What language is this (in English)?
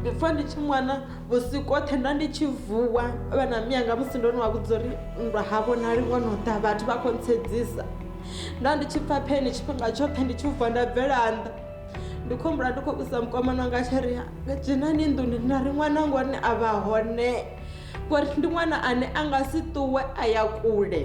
Venda